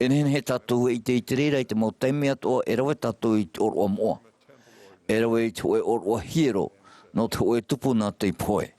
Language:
Tahitian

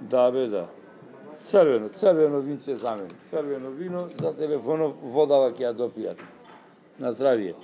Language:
Macedonian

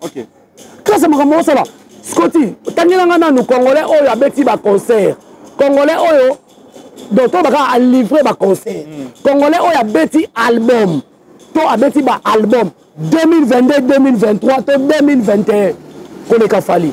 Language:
Lingala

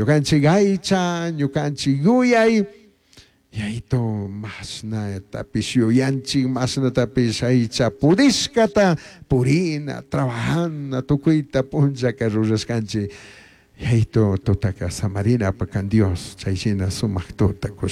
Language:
Chimborazo Highland Quichua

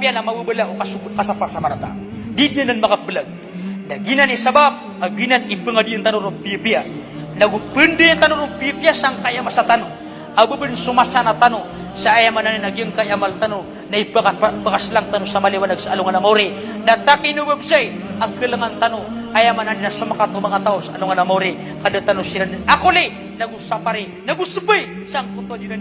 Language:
Maranao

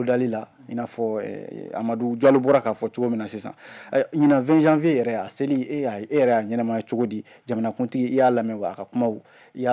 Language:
Bambara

